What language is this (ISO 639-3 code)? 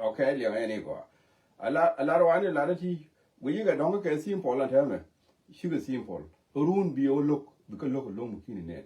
nus